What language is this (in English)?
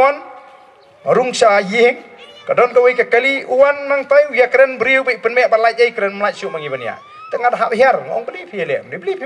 Khasi